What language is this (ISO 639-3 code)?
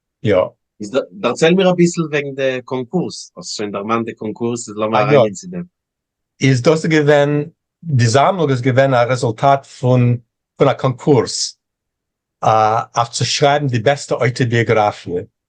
yid